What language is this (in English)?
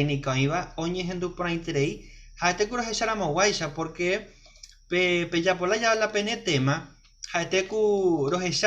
Guarani